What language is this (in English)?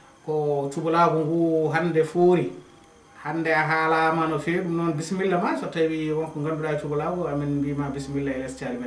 Fula